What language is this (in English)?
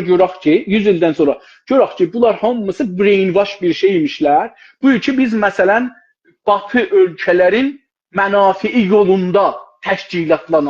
South Azerbaijani